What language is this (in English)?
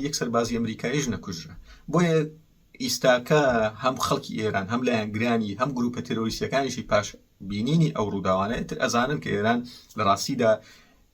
Central Kurdish